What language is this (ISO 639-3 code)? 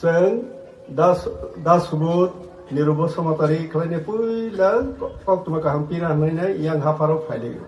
trp